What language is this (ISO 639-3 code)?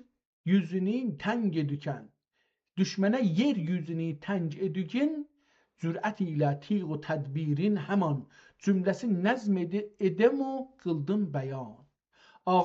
azb